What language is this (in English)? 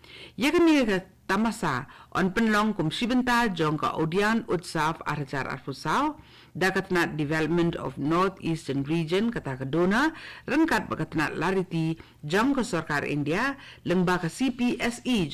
Khasi